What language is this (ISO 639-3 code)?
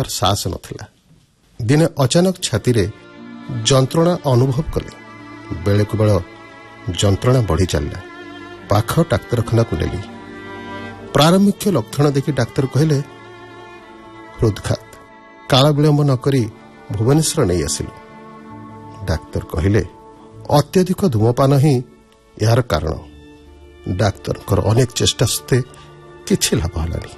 ori